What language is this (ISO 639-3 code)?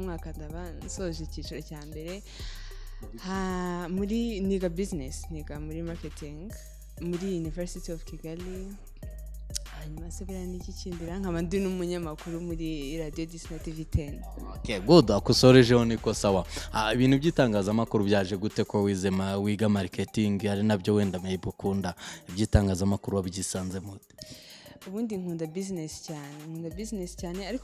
kin